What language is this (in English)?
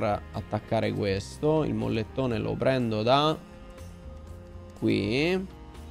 Italian